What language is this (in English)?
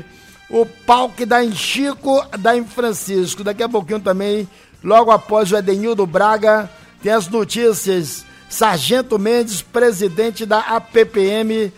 Portuguese